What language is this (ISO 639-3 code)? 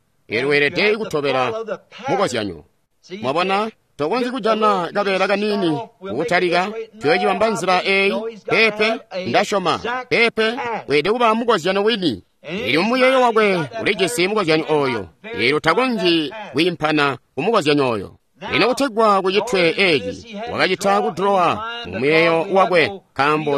toi